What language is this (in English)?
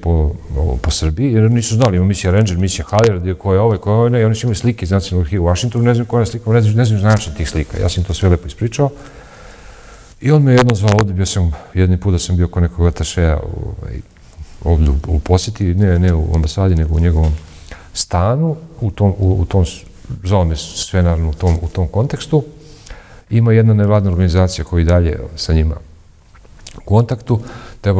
Serbian